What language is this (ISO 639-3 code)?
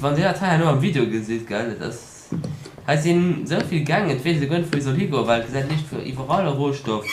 ltz